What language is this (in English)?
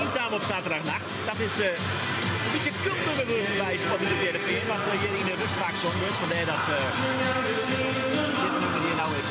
Western Frisian